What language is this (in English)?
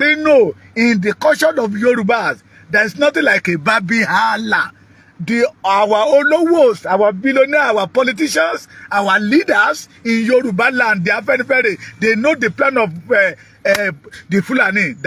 Yoruba